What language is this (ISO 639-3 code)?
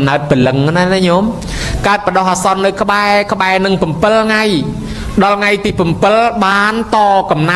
khm